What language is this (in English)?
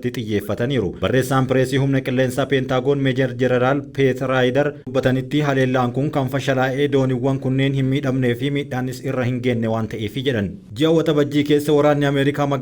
Oromo